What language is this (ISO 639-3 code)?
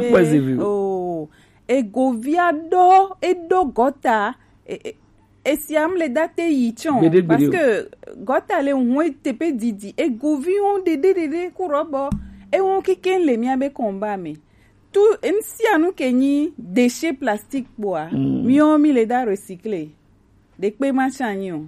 gej